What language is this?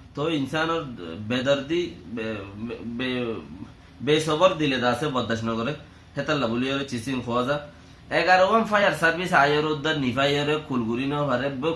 Rohingya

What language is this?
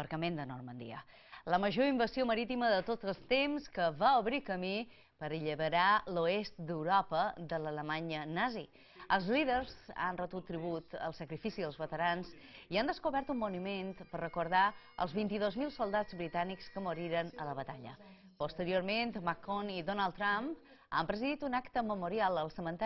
Catalan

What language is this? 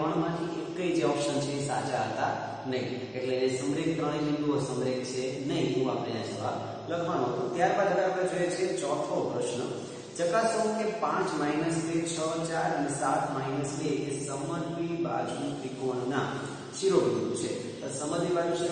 Gujarati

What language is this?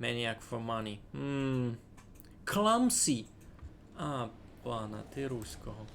Rusyn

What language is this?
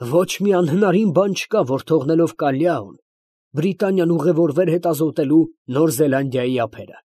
Armenian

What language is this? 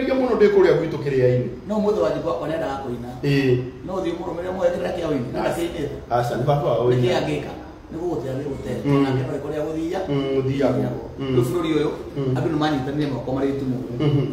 Kikuyu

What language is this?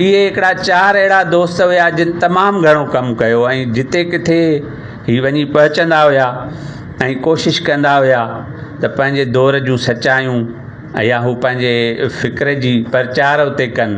Sindhi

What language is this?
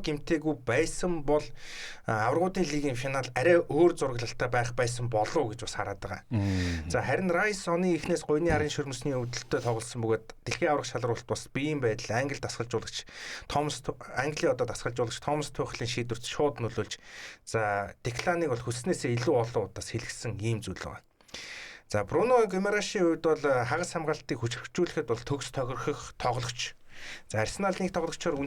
Mongolian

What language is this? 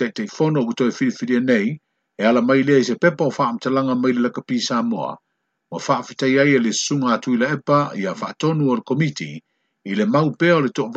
Samoan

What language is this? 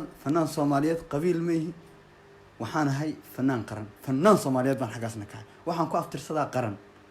Somali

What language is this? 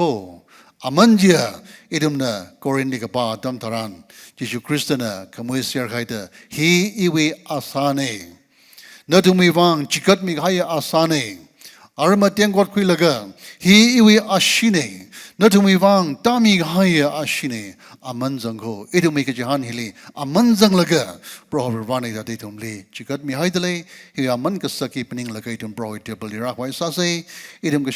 Tangkhul Naga (India)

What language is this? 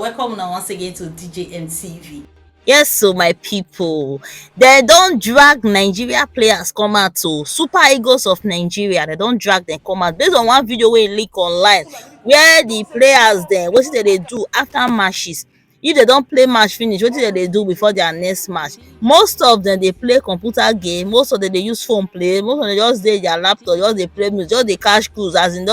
Nigerian Pidgin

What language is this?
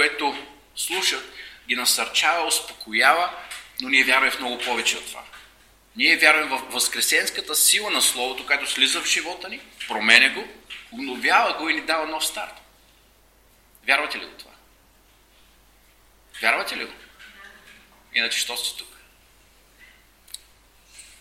Bulgarian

